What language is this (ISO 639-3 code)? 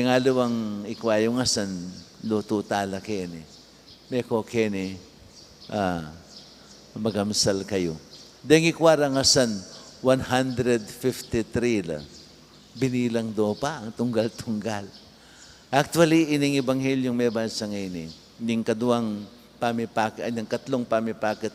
pam